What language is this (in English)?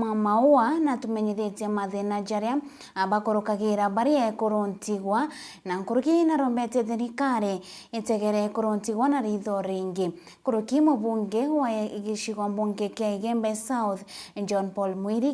Meru